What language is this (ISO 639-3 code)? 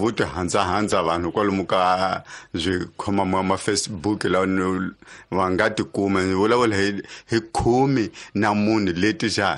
tso